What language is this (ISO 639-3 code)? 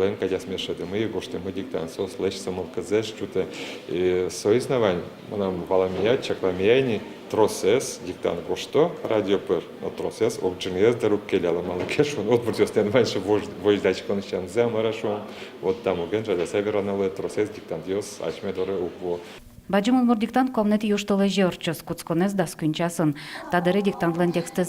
udm